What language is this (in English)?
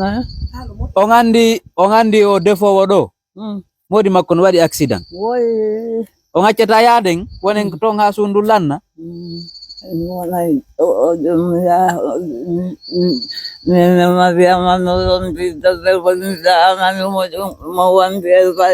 Pular